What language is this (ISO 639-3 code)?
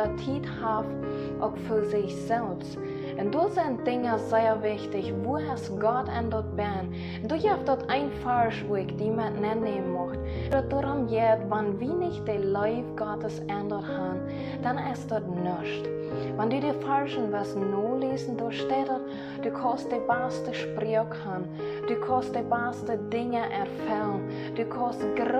pdt